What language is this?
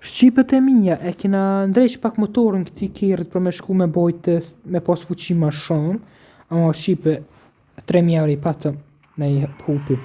Albanian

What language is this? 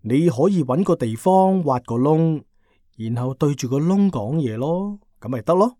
Cantonese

